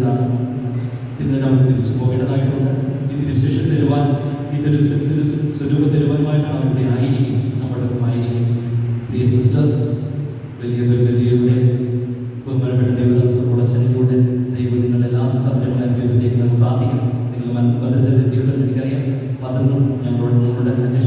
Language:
Malayalam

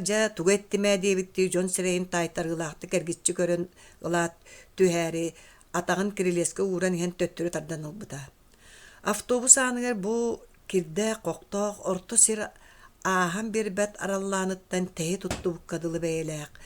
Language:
Yakut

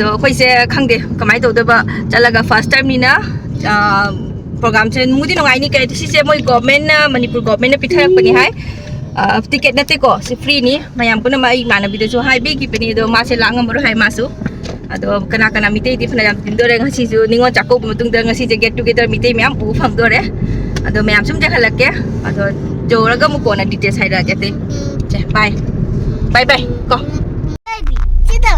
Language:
Manipuri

